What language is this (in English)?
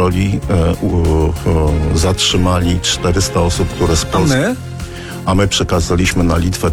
Polish